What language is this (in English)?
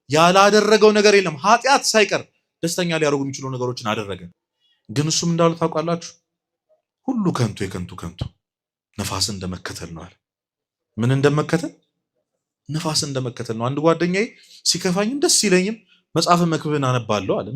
Amharic